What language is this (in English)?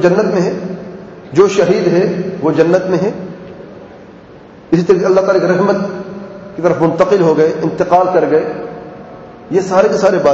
Urdu